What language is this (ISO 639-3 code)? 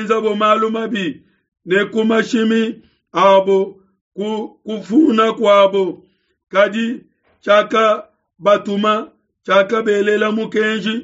lua